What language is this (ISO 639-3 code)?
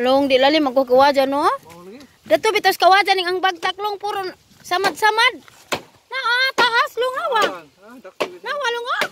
ceb